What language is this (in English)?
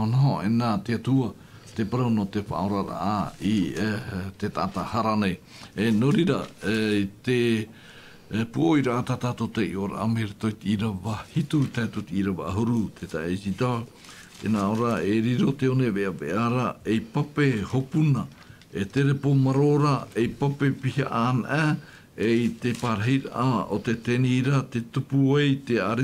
Tahitian